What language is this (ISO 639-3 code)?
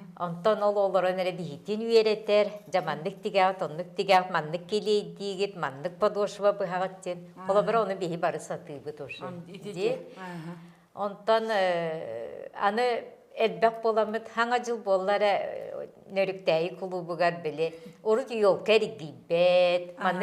sah